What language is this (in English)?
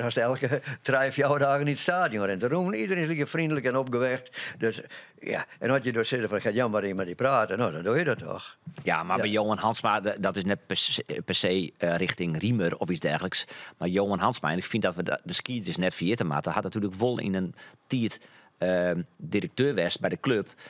Western Frisian